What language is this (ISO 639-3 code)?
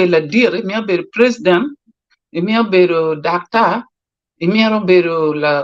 ach